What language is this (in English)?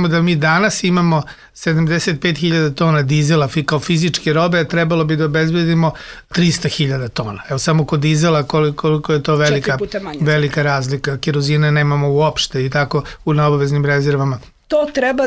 Serbian